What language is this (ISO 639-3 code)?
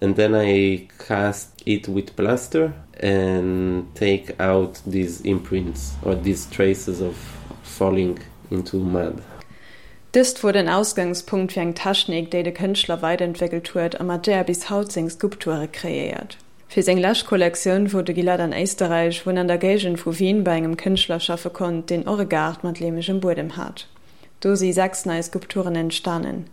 ltz